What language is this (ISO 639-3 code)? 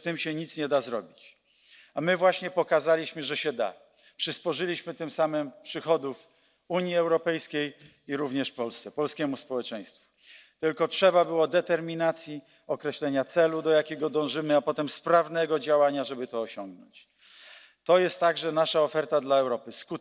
pol